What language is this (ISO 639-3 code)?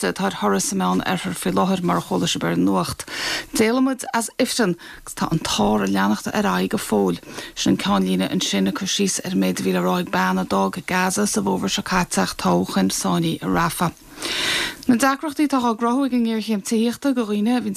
gle